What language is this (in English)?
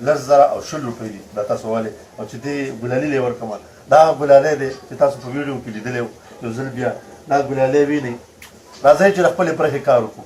Pashto